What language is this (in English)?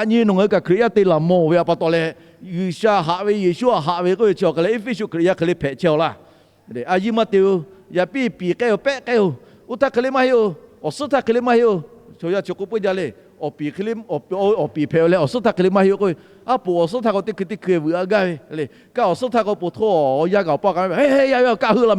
Lahu